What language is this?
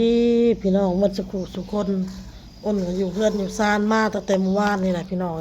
Lao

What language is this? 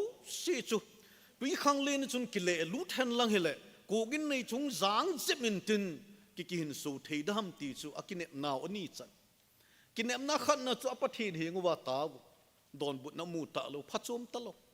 Thado Chin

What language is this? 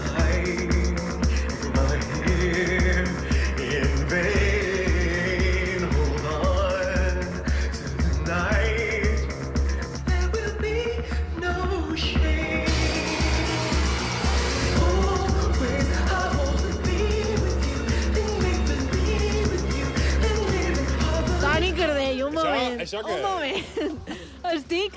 Catalan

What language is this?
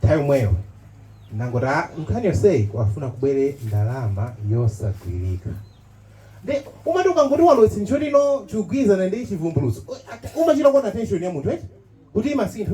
Nyanja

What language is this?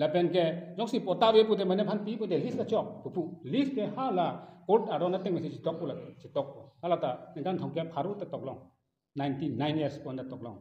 Karbi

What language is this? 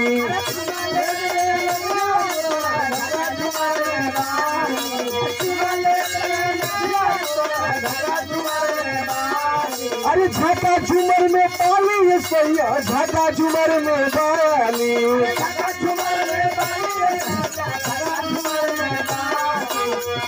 Bhojpuri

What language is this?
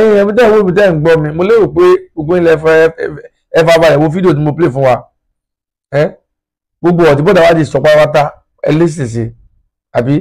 Yoruba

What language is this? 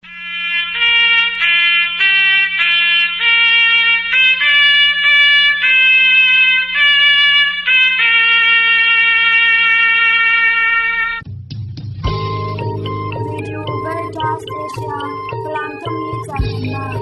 Falam Chin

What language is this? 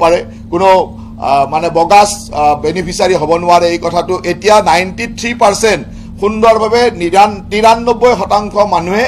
Assamese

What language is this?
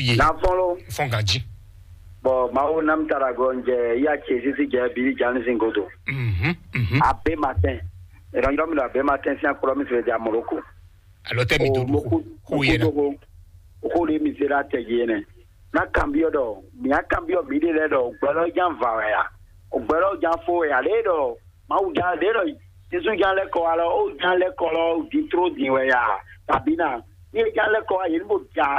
Fon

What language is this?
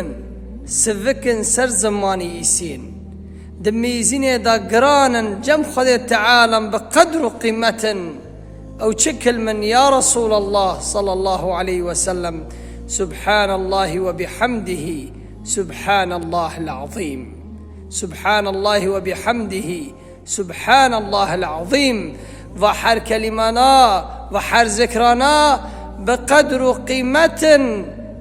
Kurdish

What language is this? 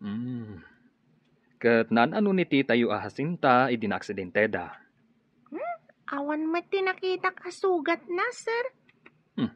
Iloko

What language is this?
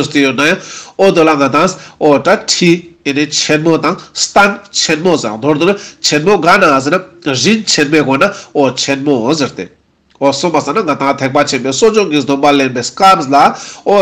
Ladakhi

